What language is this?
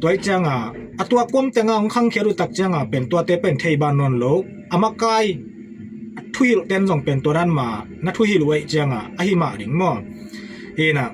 Tedim Chin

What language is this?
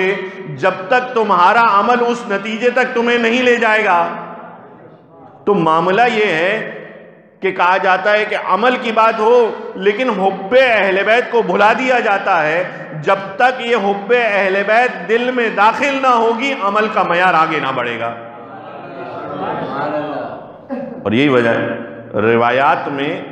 Urdu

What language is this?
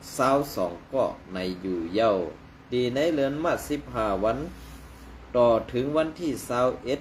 Shan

